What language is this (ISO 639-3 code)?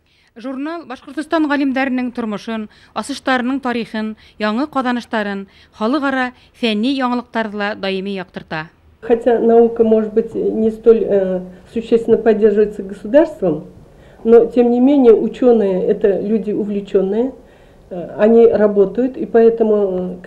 bak